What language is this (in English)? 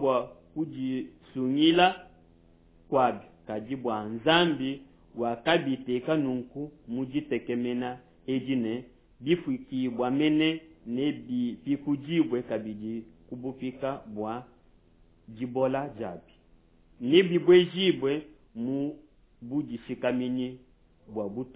Luba-Lulua